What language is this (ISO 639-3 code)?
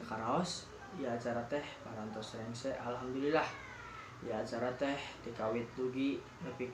sun